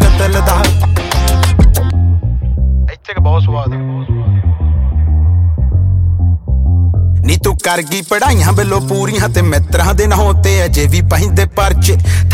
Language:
Punjabi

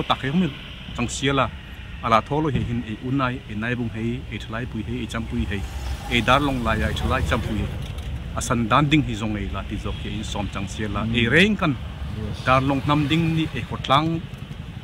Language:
Darlong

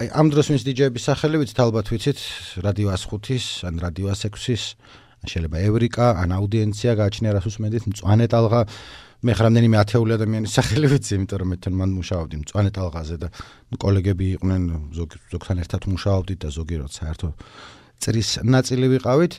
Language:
Georgian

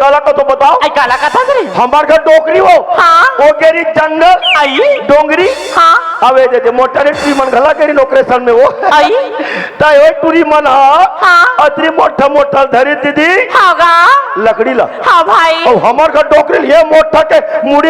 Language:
Chhattisgarhi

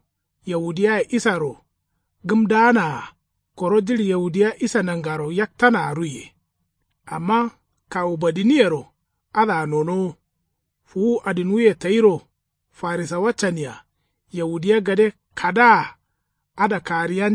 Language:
Kanuri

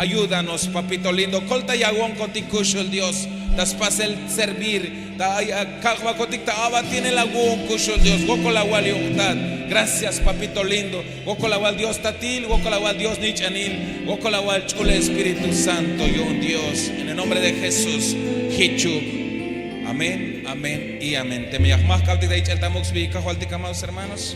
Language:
Tzeltal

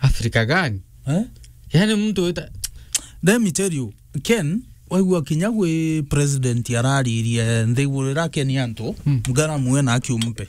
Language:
Meru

